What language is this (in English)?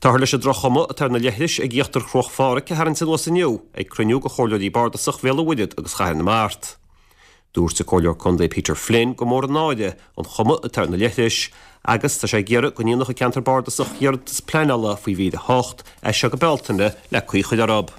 Irish